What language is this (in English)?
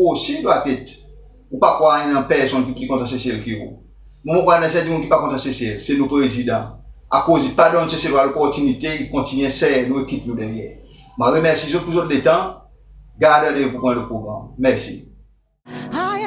Seselwa Creole French